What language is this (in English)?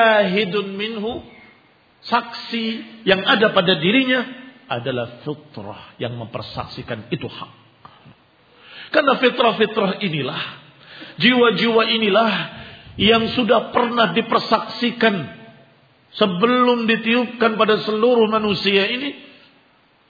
Indonesian